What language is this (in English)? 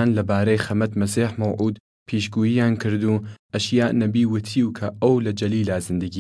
Southern Kurdish